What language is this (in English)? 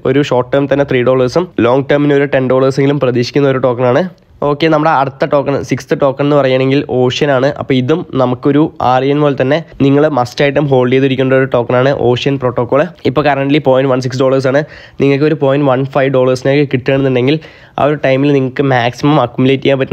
Malayalam